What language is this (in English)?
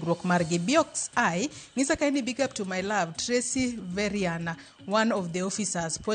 Luo (Kenya and Tanzania)